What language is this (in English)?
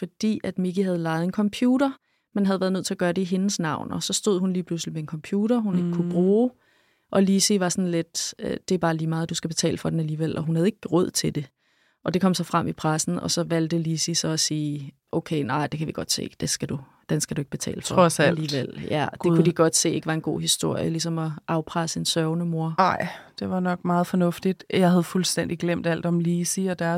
Danish